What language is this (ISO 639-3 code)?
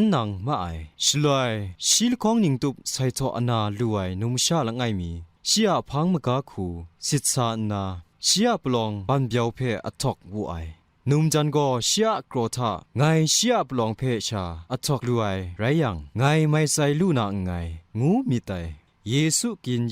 kac